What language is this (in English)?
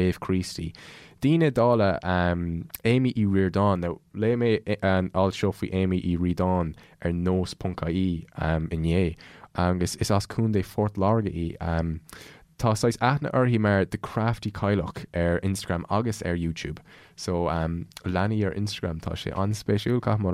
Irish